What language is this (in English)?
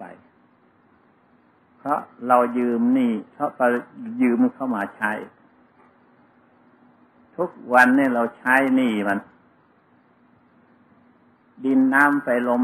Thai